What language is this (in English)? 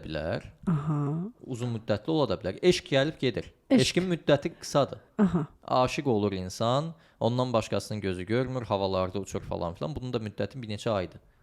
Azerbaijani